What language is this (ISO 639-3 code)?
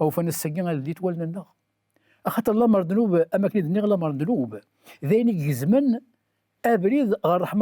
kab